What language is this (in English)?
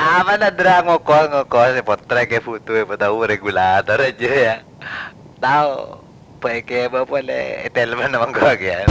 Madurese